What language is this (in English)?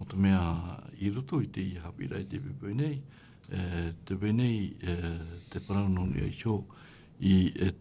Tahitian